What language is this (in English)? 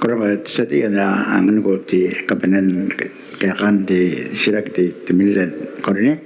Gilbertese